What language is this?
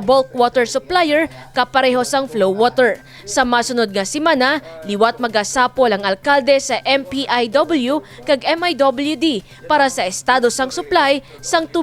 Hiligaynon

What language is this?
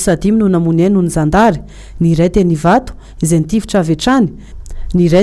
Malagasy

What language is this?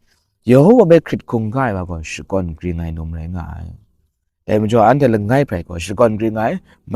Kachin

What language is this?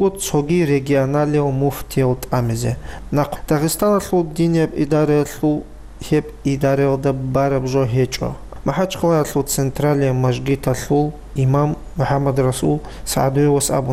Avaric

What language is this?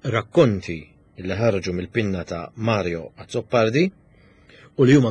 Maltese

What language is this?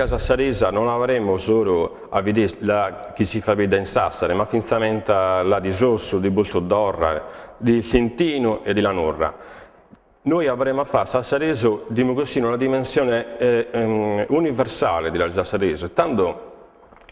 Sardinian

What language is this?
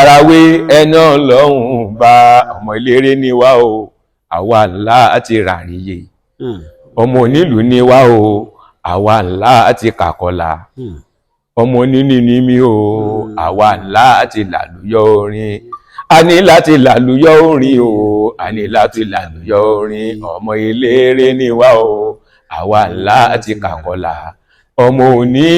Yoruba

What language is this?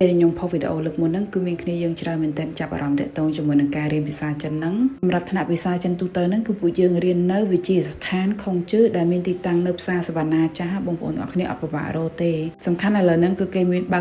Khmer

